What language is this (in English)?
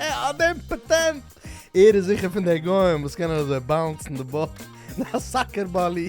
Yiddish